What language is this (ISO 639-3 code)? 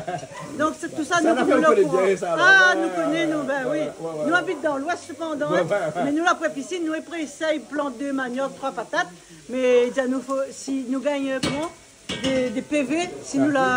rcf